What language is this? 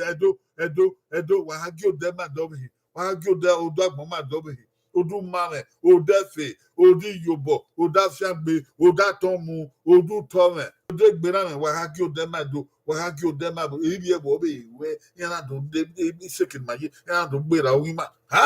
Bini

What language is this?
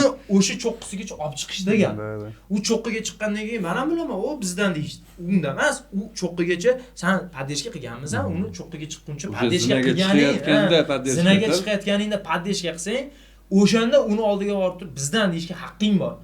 Uzbek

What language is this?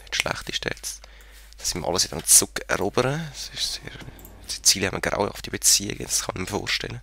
Swiss German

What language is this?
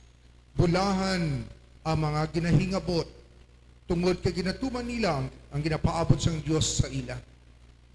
Hiligaynon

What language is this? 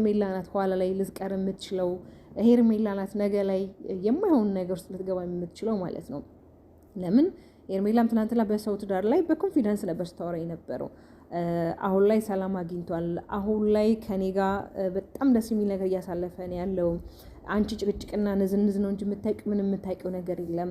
Amharic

